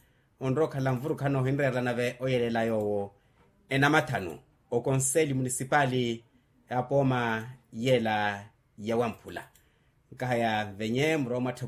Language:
Makhuwa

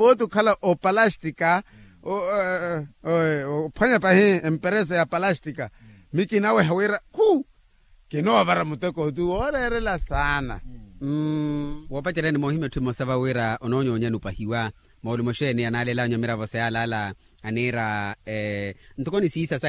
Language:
Makhuwa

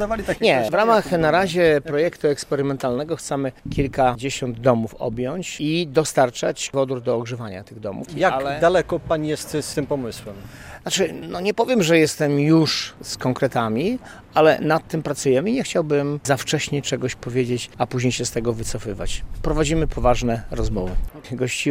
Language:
Polish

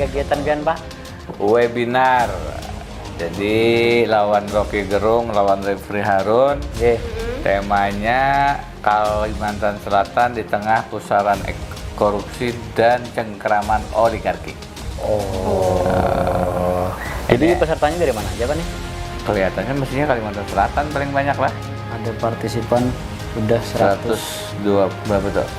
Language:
Banjar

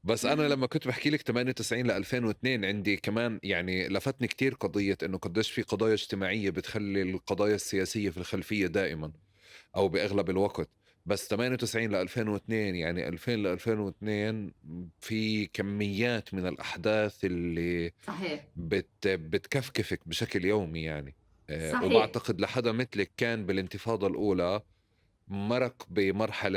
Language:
North Levantine Arabic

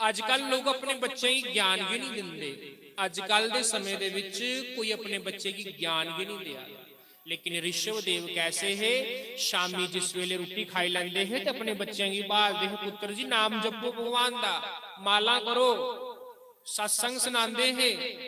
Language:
Dogri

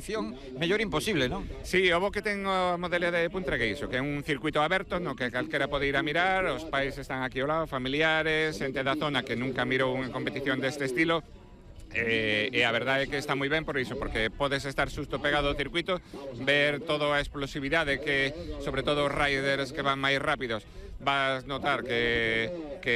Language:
Galician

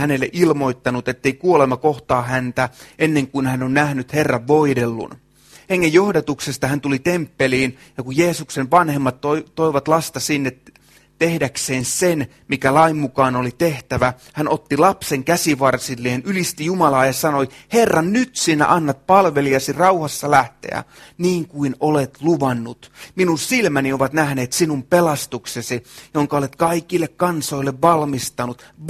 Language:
Finnish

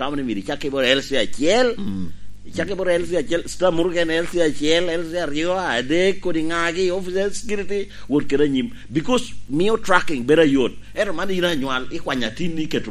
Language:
Lango (Uganda)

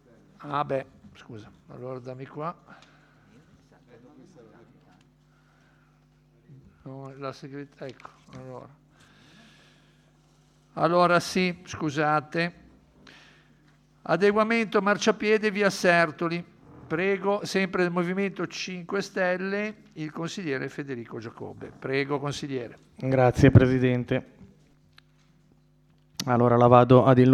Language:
Italian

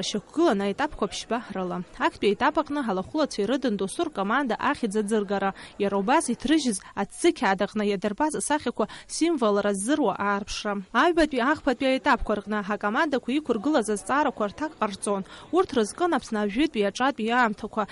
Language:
Abkhazian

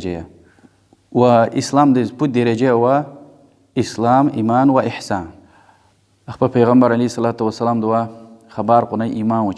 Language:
Lezghian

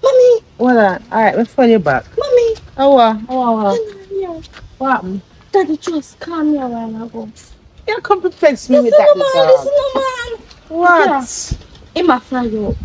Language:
Jamaican Creole English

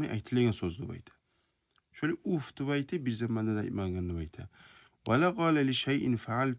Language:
Kumyk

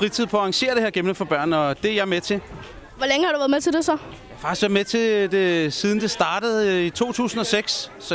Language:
Danish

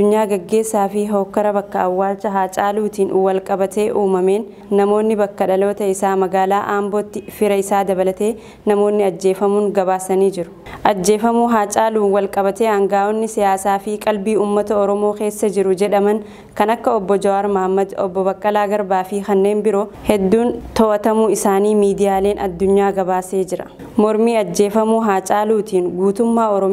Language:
Oromo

